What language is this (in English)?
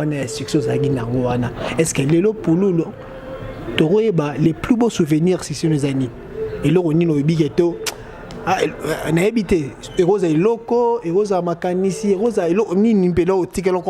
Lingala